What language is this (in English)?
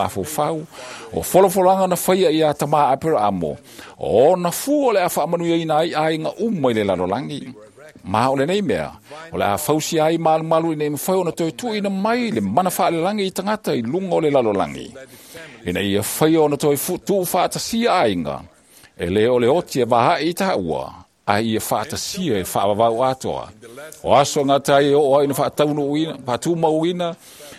Samoan